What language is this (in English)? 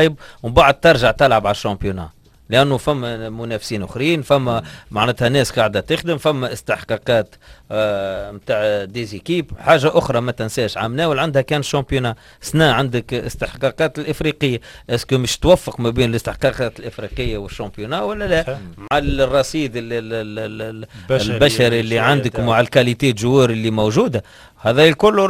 Tunisian Arabic